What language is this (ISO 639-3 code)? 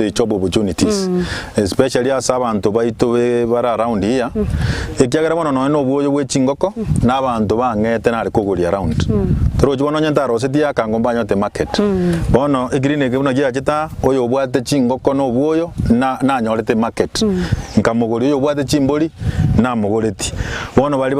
guz